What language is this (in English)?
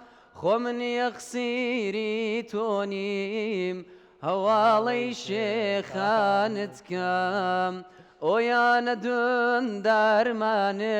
Central Kurdish